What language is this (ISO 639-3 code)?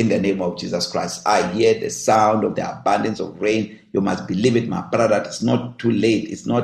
eng